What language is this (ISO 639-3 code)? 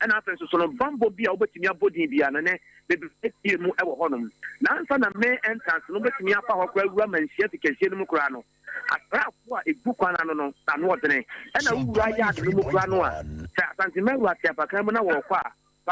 aka